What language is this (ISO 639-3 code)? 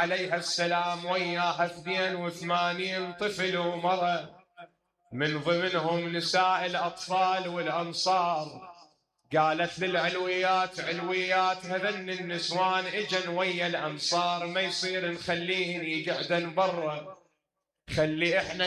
acm